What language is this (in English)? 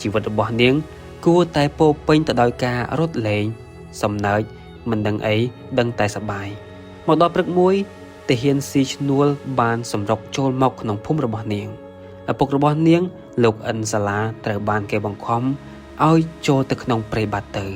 Khmer